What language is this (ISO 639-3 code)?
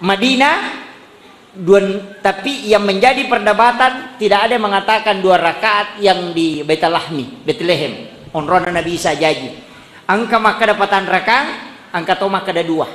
bug